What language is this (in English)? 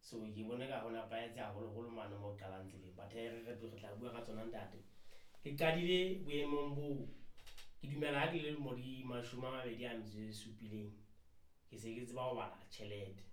Southern Sotho